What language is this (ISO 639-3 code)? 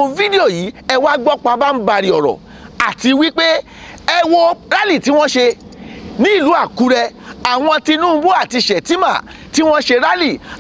yor